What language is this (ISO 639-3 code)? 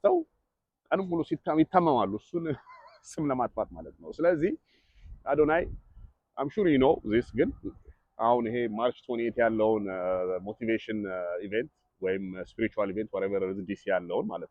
amh